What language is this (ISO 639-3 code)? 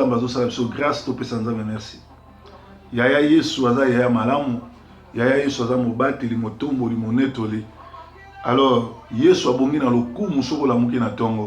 lin